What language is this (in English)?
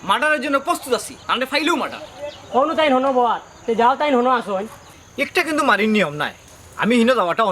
Sylheti